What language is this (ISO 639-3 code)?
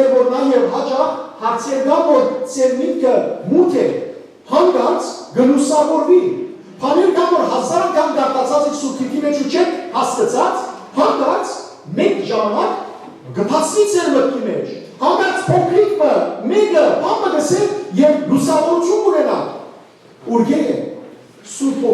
hyw